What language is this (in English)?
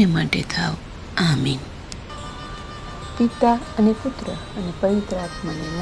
Gujarati